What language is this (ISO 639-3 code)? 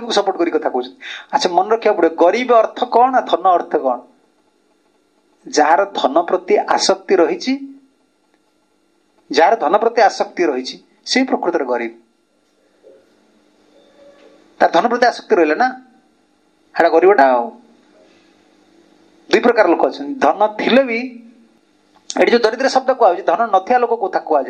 ori